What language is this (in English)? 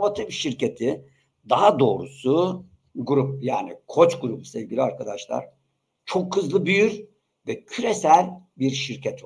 Turkish